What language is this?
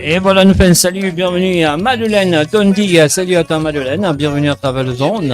Morisyen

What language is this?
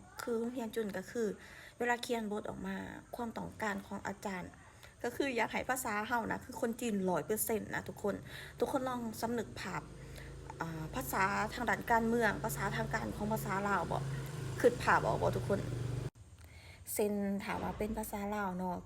Lao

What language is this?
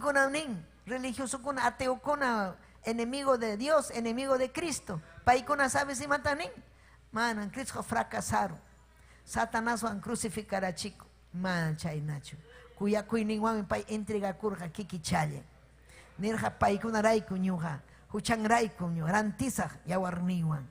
Ayacucho Quechua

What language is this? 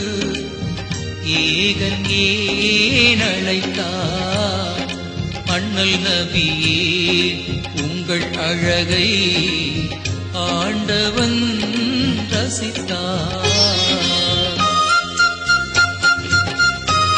Tamil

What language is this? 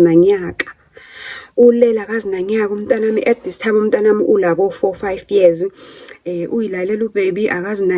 Zulu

